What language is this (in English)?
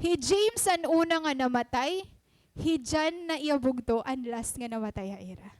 Waray